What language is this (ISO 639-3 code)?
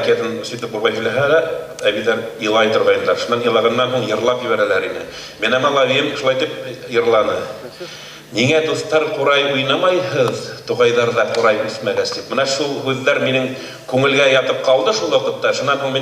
bak